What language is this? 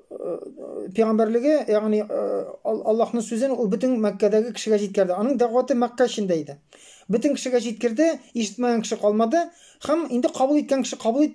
Tatar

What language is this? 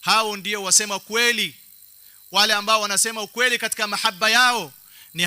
Swahili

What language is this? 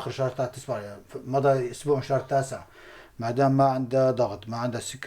North Levantine Arabic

